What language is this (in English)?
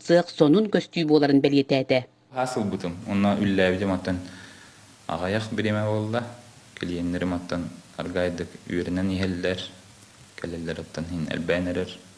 Yakut